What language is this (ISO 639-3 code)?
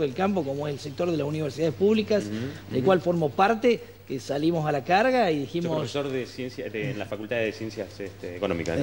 spa